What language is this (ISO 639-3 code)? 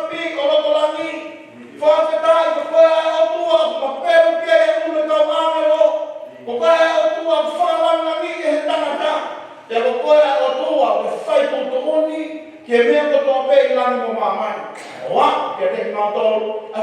ton